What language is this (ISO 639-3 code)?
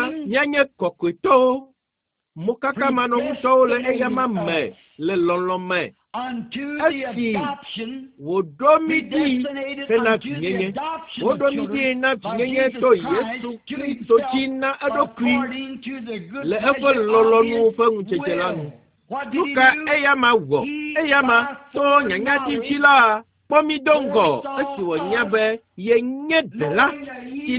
ewe